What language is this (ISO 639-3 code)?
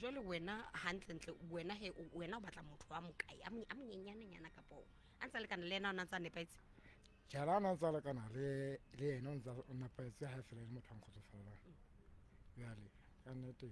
sot